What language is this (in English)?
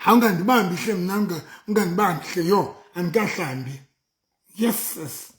Southern Sotho